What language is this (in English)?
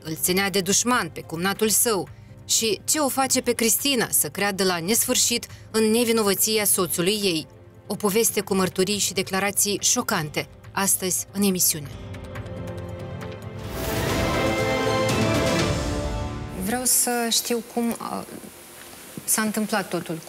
Romanian